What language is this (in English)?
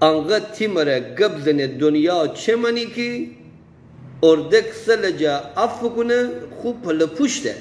Gilaki